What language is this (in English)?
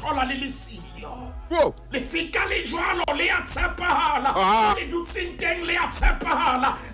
Southern Sotho